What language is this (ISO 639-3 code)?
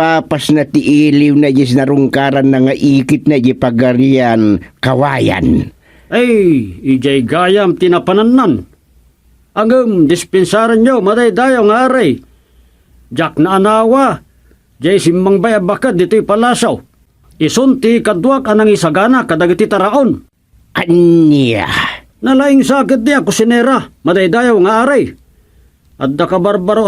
ilo